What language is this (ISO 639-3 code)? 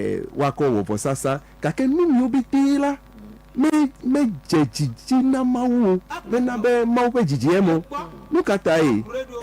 ewe